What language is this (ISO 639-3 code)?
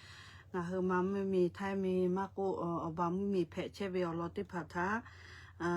lhu